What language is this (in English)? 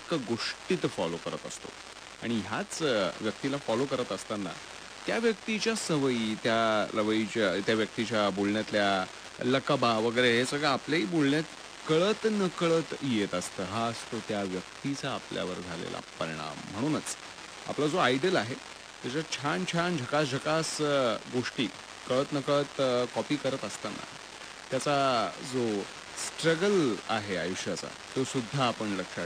Marathi